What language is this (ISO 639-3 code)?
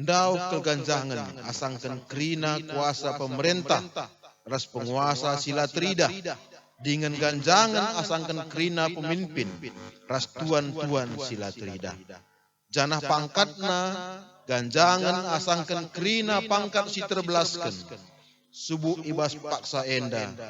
btx